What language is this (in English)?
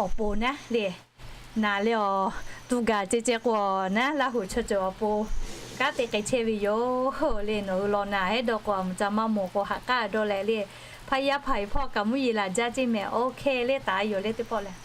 Lahu